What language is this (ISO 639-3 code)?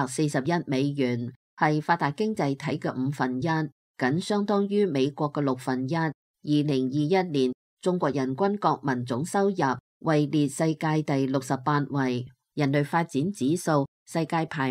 yue